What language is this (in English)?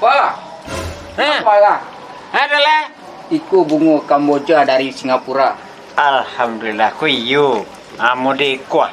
Minangkabau